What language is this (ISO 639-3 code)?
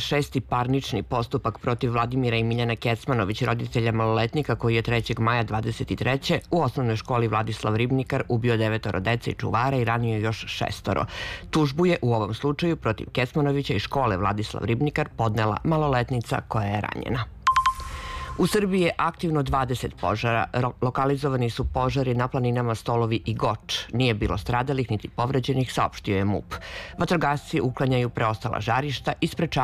srp